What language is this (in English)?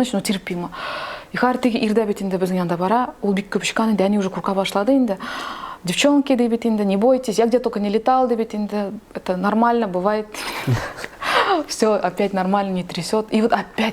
Tatar